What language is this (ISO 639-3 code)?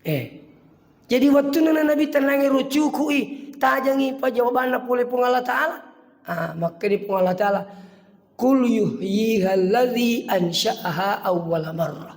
bug